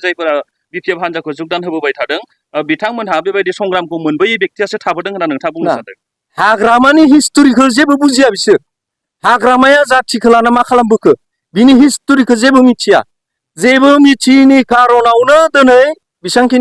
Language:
Bodo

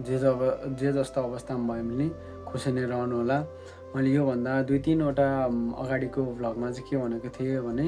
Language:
Nepali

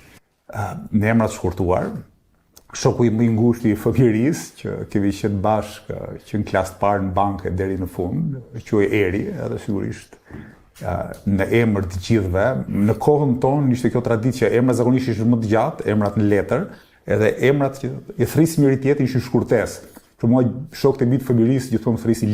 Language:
Albanian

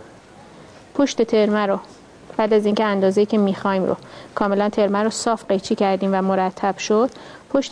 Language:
Persian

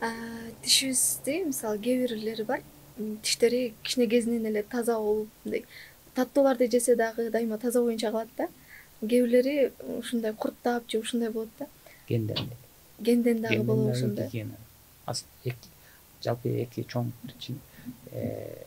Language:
Kyrgyz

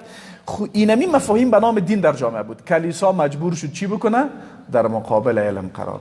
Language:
Persian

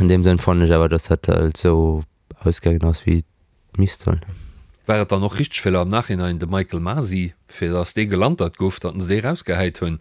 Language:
Luxembourgish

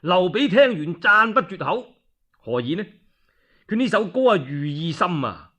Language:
Cantonese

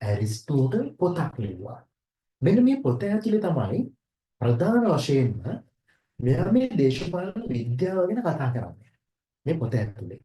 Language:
Sinhala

